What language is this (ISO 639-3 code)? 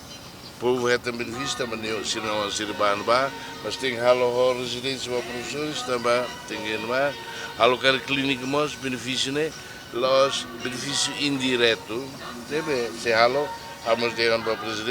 tet